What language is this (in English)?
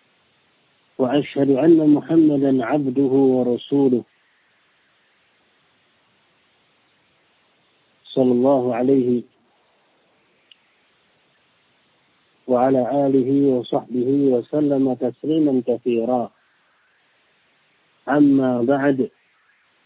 Indonesian